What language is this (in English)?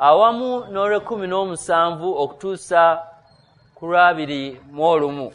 Ganda